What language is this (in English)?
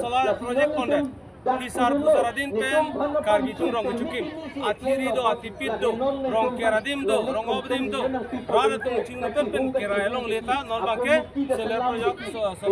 Karbi